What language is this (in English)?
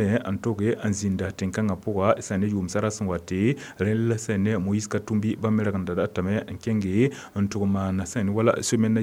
Mossi